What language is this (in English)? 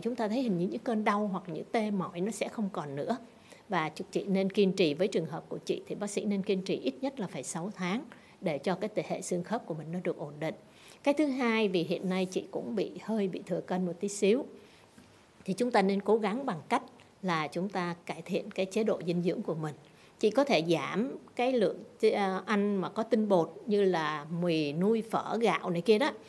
Vietnamese